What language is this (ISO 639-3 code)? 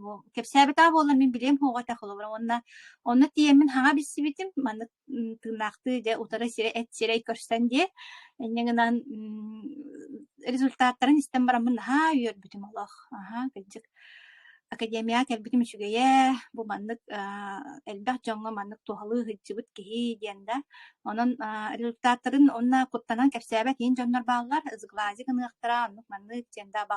sah